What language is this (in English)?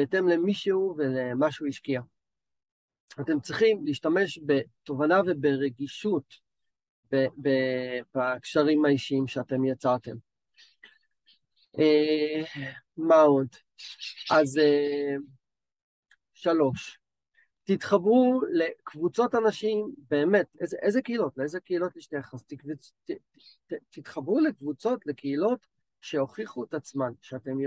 Hebrew